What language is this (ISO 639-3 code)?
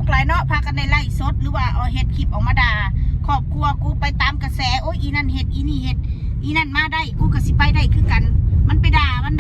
tts